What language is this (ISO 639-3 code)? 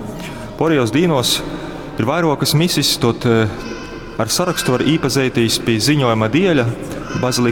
ltg